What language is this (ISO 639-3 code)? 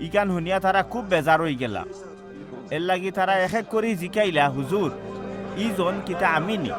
syl